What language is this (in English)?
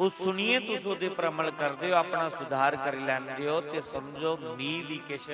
Dogri